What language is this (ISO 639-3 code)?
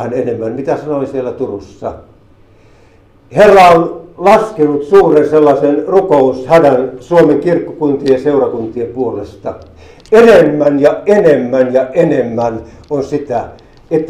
fin